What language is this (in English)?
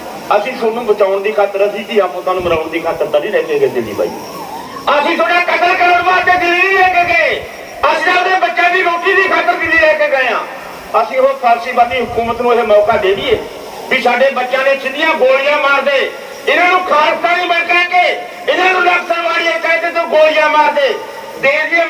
Punjabi